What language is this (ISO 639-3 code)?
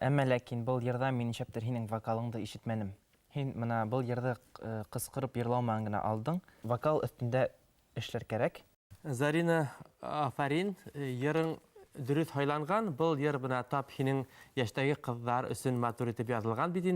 bak